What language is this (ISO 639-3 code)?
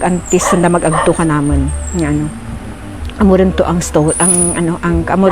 krj